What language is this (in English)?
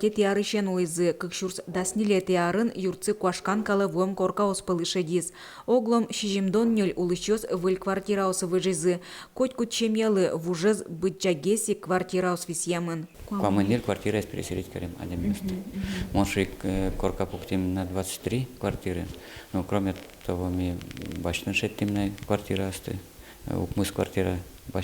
Udmurt